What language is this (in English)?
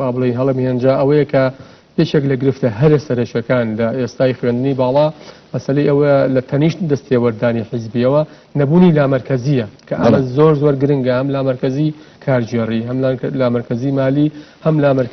Central Kurdish